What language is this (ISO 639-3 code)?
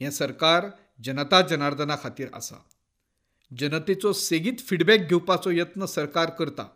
kok